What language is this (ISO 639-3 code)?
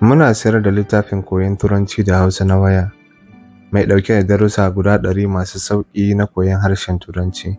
hau